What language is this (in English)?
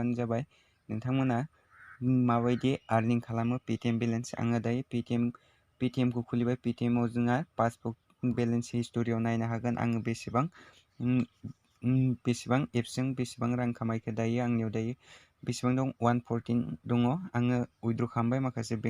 Bodo